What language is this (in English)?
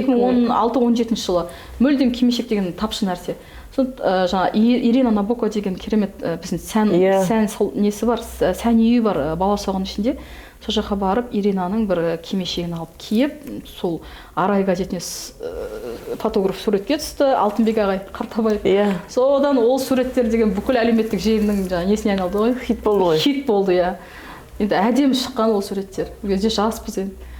Kazakh